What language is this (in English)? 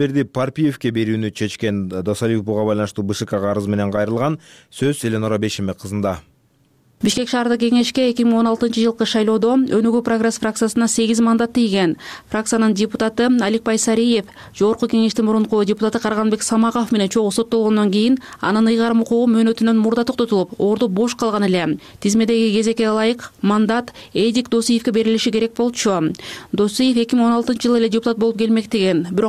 Kyrgyz